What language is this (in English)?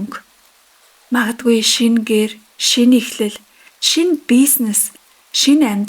Mongolian